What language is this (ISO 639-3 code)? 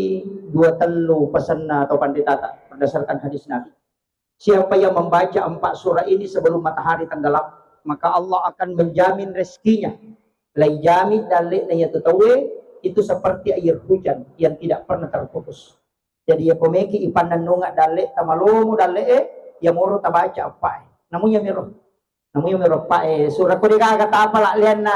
bug